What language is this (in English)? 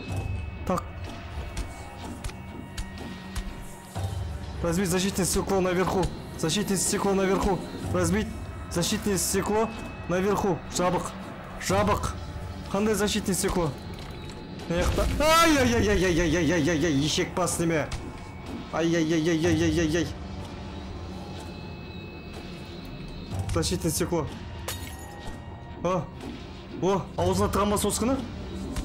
Kazakh